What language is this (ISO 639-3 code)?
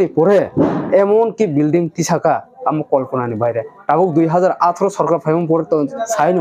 trp